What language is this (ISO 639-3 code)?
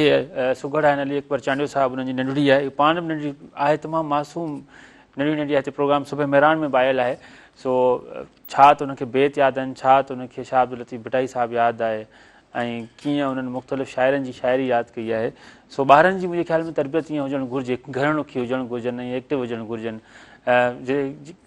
snd